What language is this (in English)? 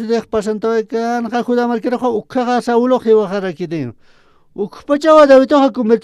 Aymara